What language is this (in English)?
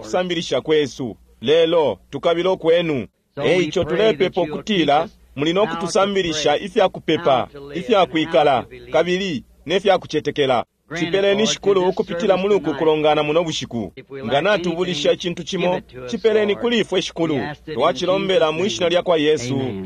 Bemba